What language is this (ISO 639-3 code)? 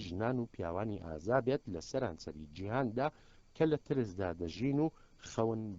ckb